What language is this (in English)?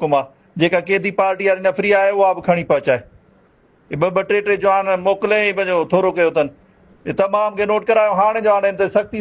Sindhi